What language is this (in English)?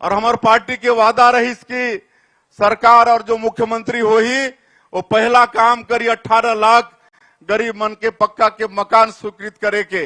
Chhattisgarhi